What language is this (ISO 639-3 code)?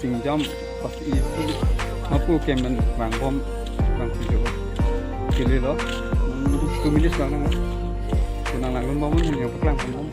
mjw